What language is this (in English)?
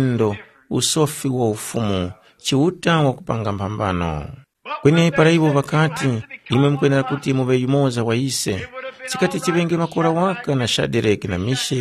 Tumbuka